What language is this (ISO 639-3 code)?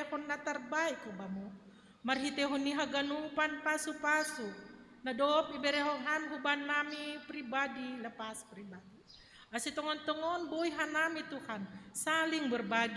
bts